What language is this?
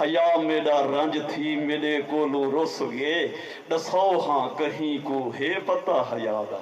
Saraiki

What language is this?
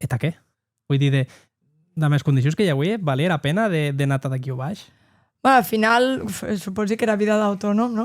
Occitan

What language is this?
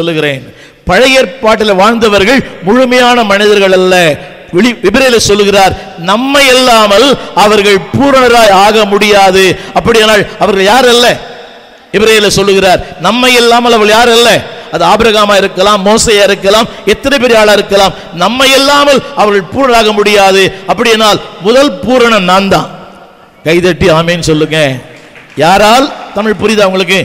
Tamil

